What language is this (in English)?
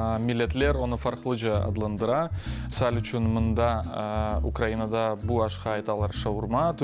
Crimean Tatar